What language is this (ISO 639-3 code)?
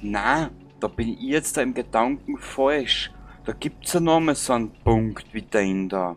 bar